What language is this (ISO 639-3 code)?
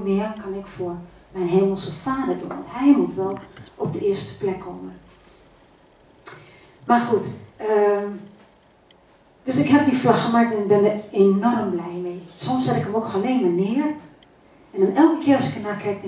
nld